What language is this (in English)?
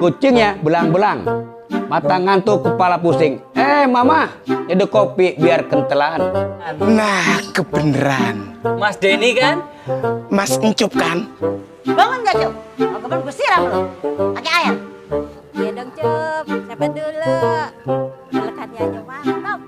Betawi